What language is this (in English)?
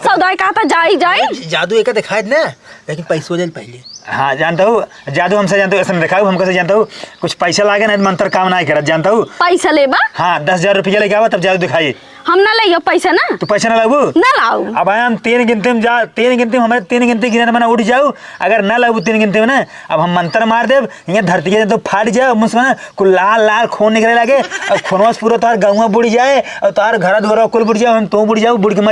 Awadhi